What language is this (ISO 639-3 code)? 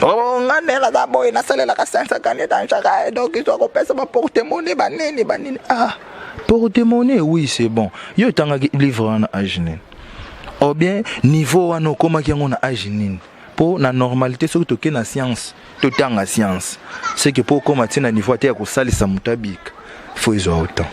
lin